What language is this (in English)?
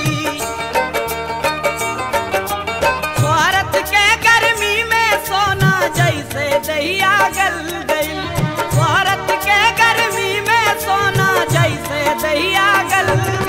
Bhojpuri